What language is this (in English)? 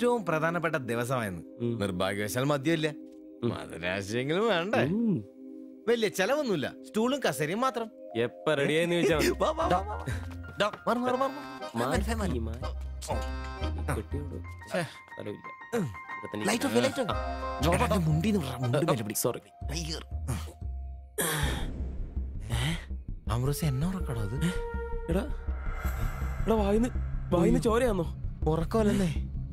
Malayalam